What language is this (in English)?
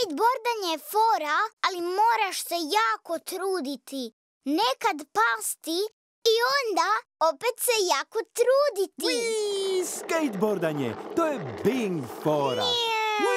Croatian